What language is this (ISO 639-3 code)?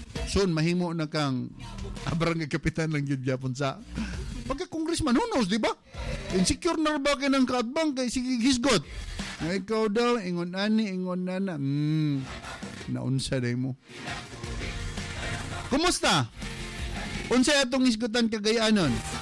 ceb